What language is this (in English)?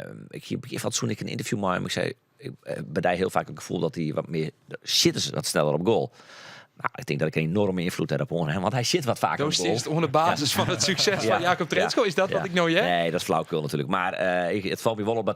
Western Frisian